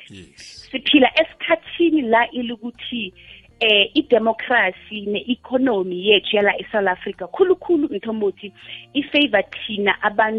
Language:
South Ndebele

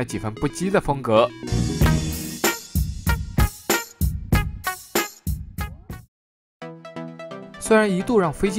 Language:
Chinese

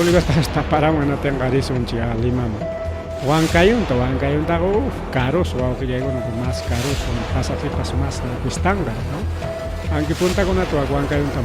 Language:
Ayacucho Quechua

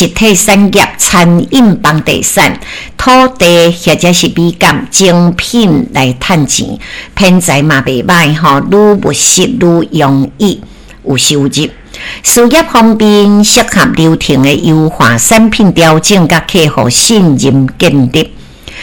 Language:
Min Nan Chinese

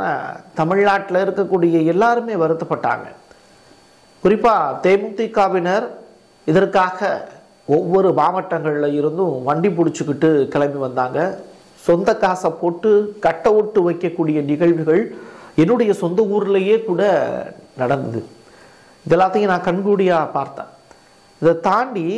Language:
Tamil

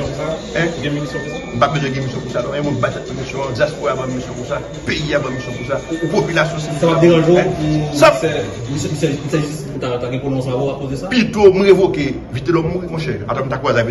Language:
Haitian Creole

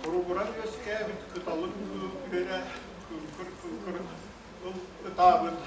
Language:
Yakut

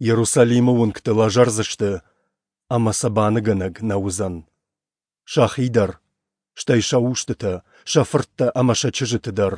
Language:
Ossetic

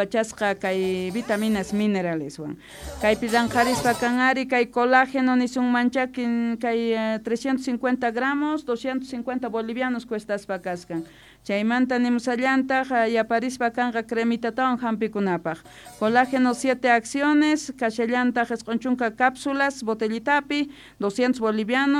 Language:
Quechua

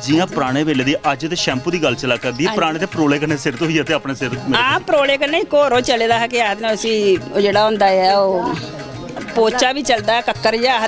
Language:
Dogri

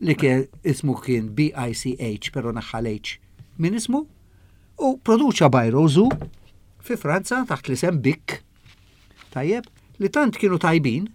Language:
Maltese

